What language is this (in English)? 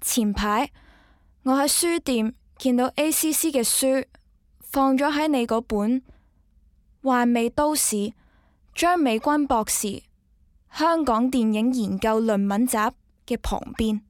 Cantonese